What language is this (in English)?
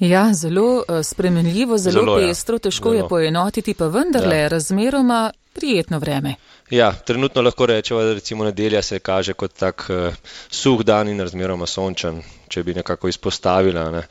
Slovenian